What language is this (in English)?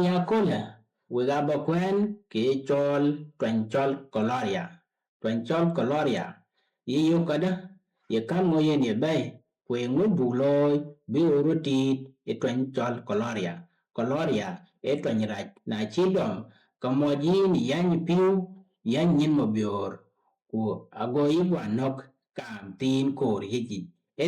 Dinka